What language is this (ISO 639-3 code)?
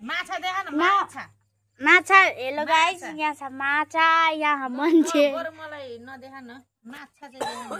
nep